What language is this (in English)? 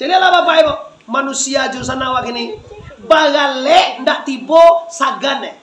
Minangkabau